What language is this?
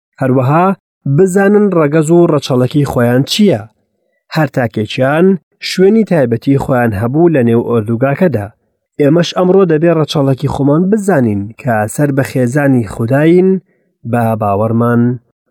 Central Kurdish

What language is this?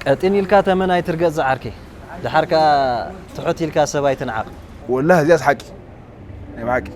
Tigrinya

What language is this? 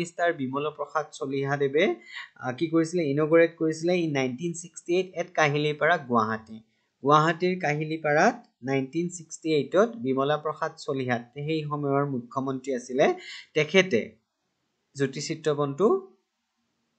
Assamese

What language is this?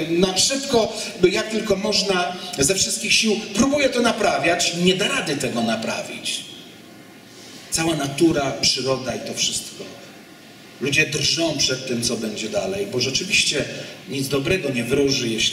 Polish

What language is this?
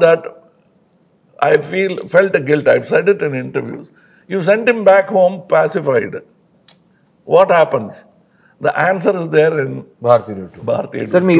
Telugu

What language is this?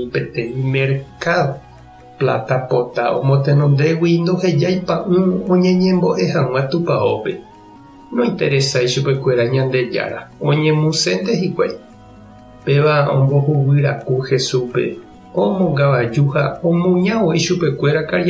Guarani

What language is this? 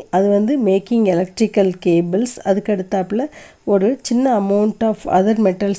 Tamil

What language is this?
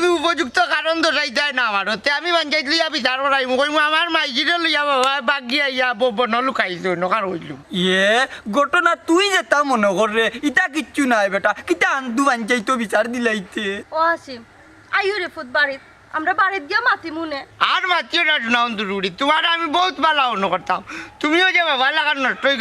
Sylheti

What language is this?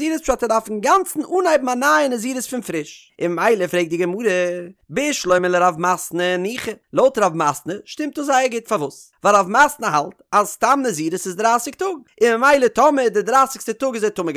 Yiddish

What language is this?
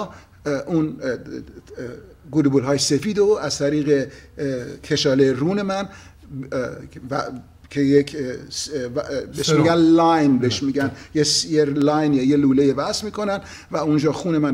Persian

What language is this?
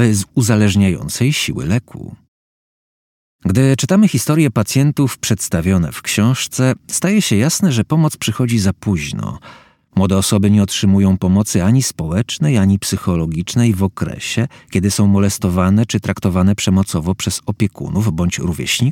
Polish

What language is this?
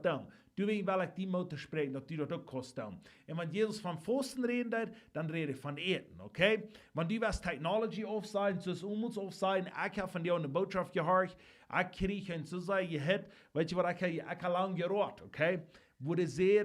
Plautdietsch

